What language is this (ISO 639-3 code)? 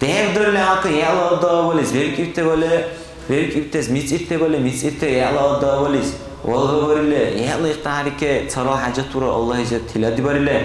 dar